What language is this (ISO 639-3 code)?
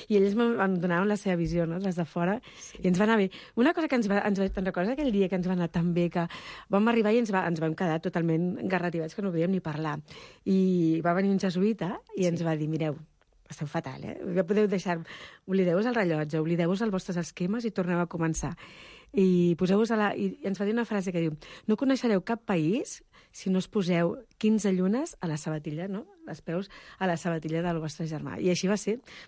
cat